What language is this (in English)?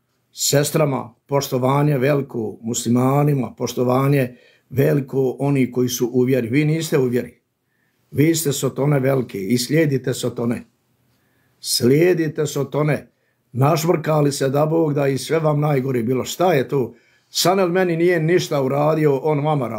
Bosnian